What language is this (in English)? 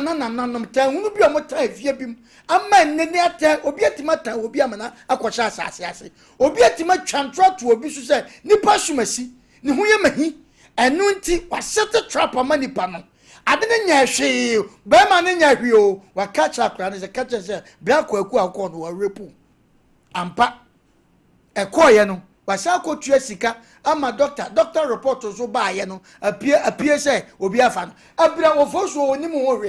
Akan